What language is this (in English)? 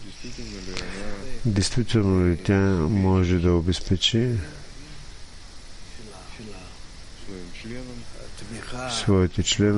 Bulgarian